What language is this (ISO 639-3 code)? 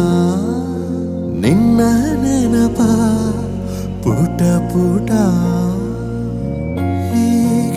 kan